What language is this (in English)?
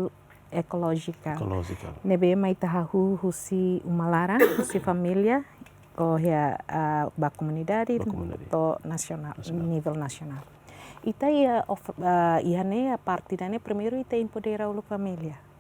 Tetum